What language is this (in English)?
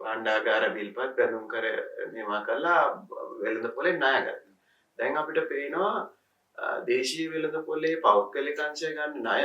Sinhala